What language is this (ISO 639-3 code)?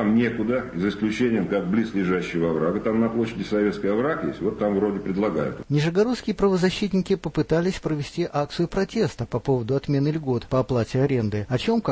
rus